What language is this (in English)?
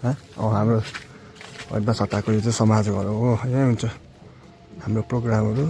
Nepali